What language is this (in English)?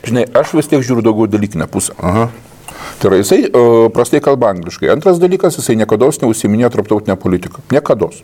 Lithuanian